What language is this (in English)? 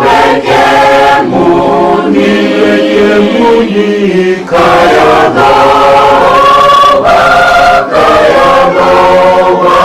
Fijian